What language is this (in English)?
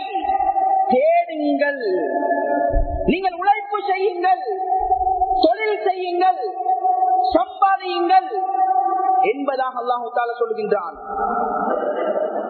Tamil